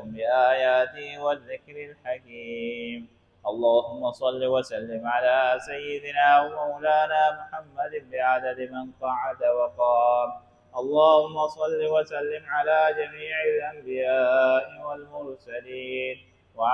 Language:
Pashto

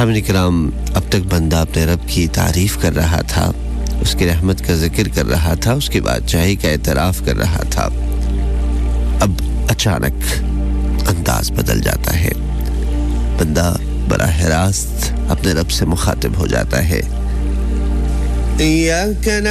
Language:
Urdu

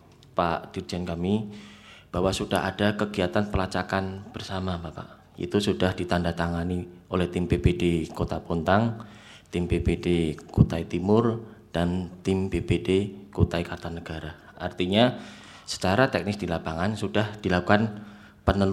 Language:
Indonesian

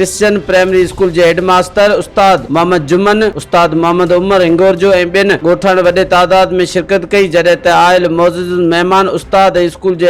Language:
Sindhi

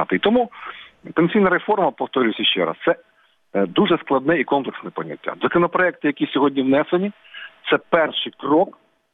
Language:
Ukrainian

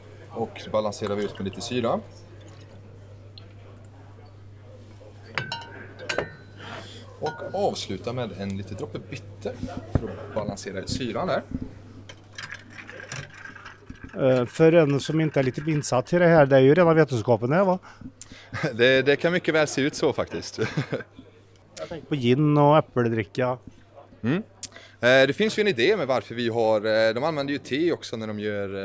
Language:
Swedish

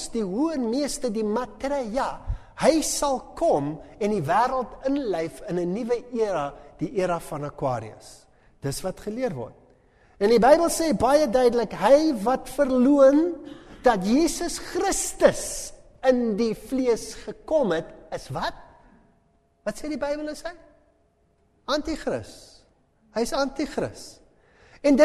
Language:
Afrikaans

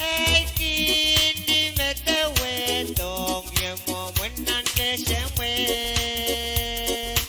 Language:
Pohnpeian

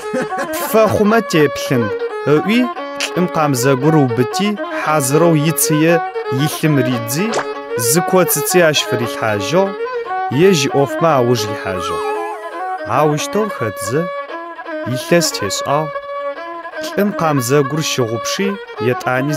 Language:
Adyghe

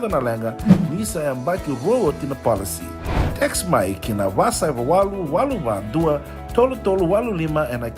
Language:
Fijian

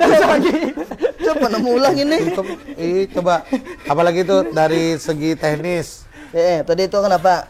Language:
Banjar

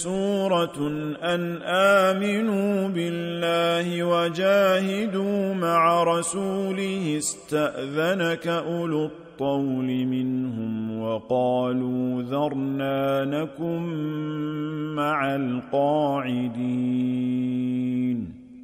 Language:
Arabic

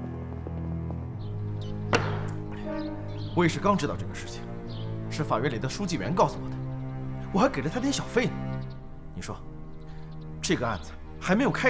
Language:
Chinese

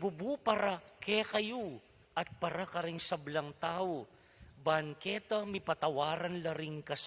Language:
Pampanga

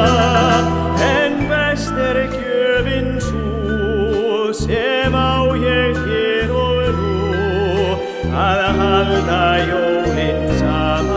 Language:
Icelandic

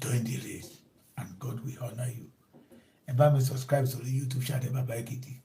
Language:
Yoruba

